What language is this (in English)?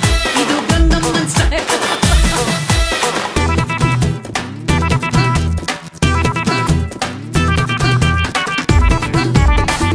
Kannada